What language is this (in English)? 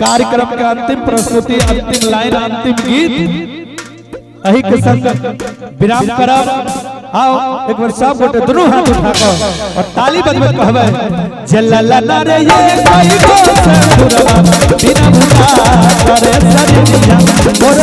Maithili